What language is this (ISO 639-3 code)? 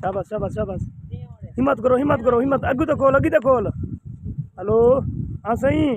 skr